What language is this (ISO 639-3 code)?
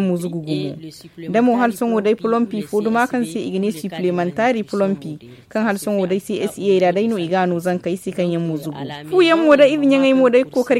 dje